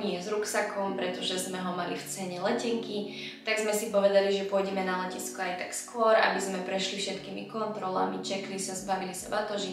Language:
Slovak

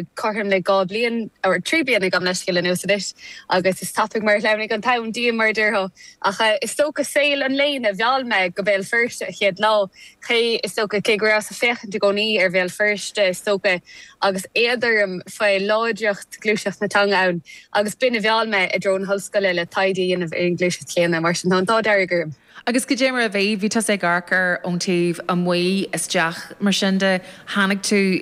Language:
Irish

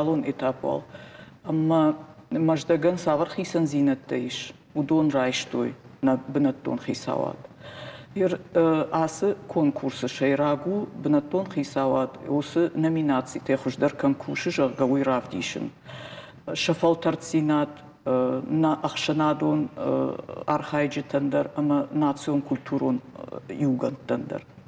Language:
Ossetic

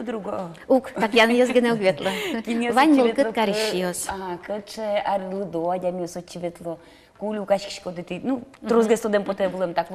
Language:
Udmurt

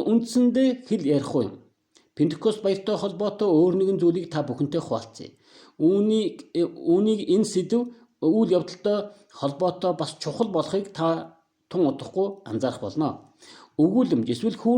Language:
Mongolian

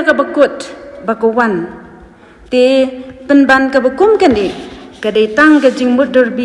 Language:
Khasi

